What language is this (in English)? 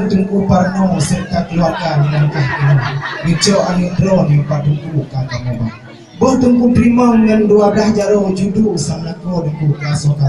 Achinese